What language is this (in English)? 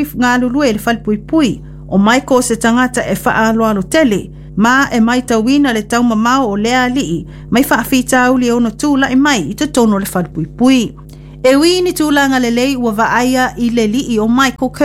Samoan